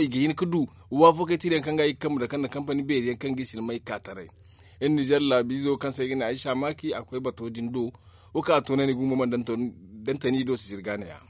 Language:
Zarma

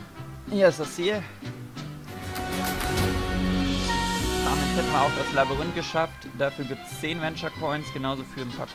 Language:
German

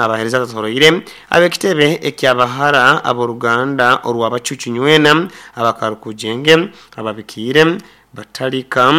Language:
Nyoro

